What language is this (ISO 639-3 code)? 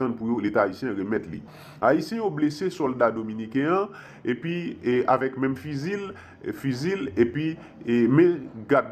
hat